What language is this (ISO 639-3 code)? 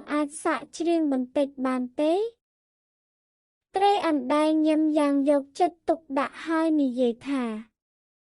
khm